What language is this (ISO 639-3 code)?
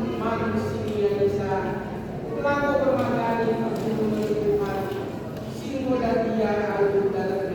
btx